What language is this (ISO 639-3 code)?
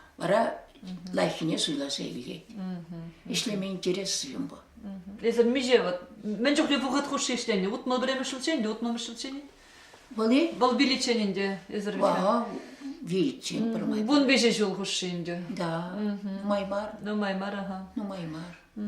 chv